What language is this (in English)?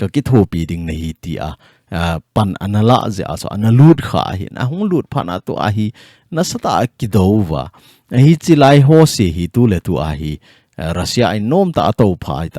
Thado Chin